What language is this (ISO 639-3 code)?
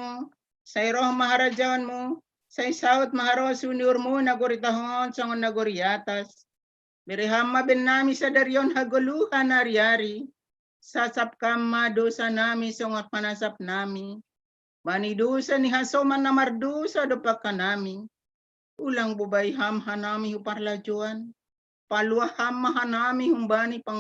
bts